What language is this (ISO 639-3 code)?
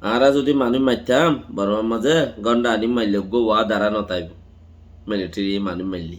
rhg